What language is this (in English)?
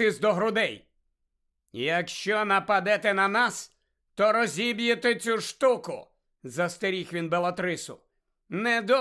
Ukrainian